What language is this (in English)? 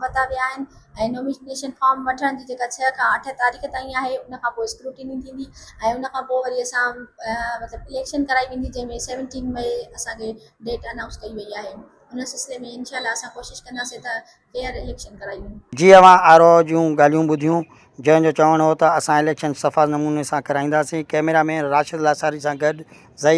Sindhi